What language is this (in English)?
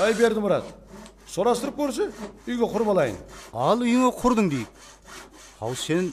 Kara-Kalpak